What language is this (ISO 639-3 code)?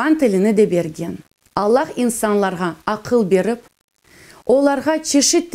crh